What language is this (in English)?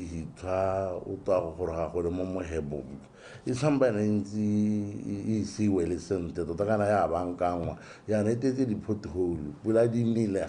Tswana